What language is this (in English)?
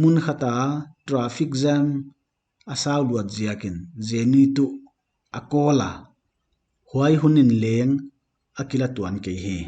Paite Chin